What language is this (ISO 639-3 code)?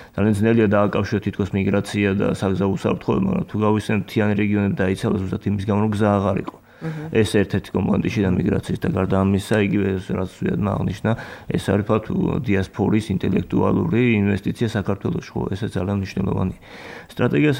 kat